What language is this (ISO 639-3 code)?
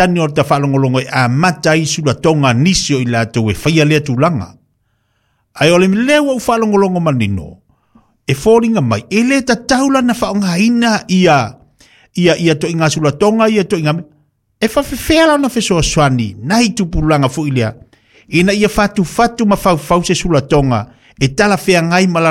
smo